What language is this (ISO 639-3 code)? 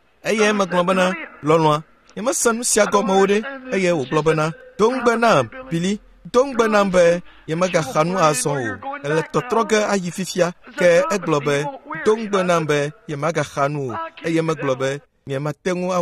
ewe